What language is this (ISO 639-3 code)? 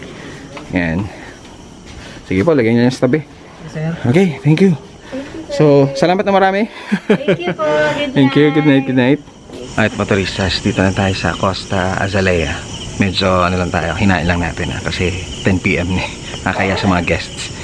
fil